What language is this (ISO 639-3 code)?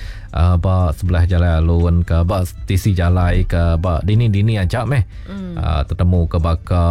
iba